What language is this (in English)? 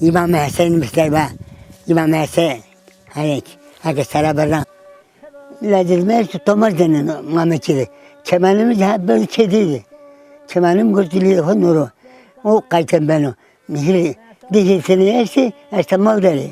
Zaza